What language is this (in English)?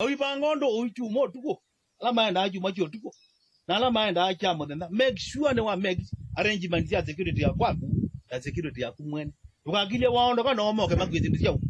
Kamba